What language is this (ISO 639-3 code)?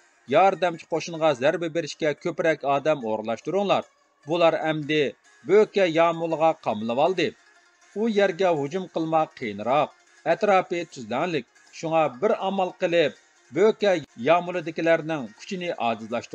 uig